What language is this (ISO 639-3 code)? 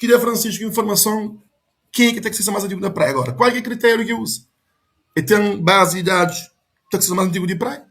kea